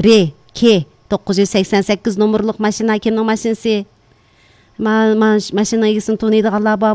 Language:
Uyghur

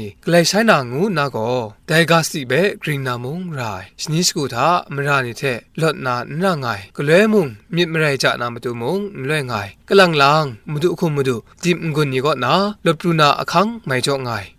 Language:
Kachin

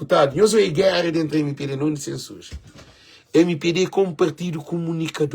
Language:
Kabuverdianu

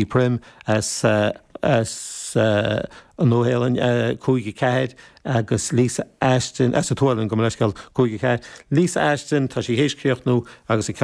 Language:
Irish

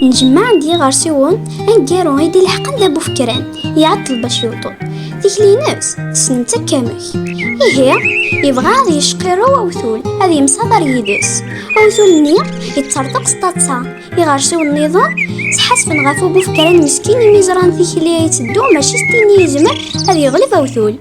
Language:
Kabyle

